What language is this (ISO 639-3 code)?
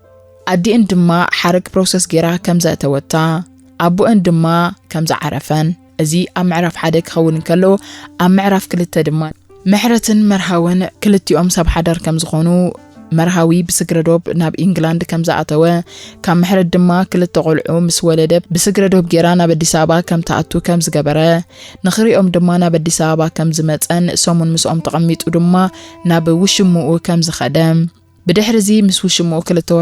tir